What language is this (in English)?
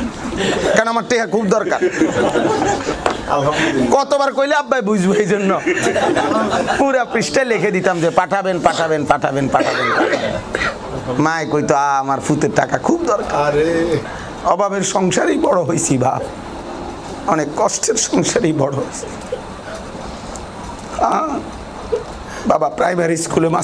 Bangla